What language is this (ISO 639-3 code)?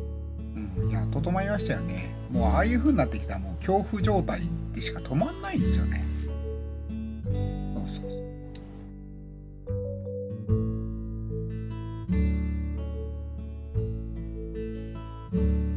jpn